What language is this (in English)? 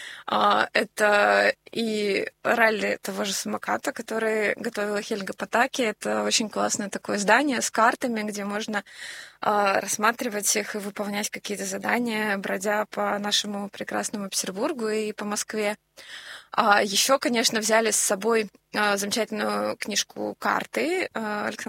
Russian